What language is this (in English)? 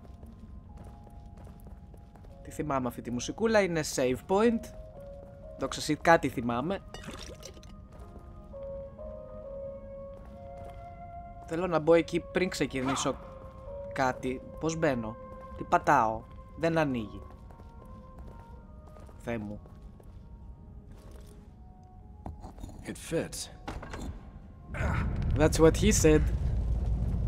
Greek